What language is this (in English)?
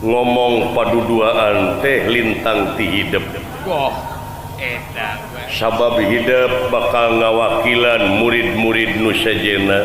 Sundanese